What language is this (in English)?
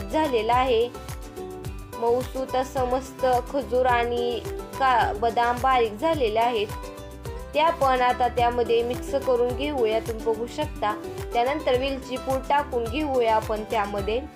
Marathi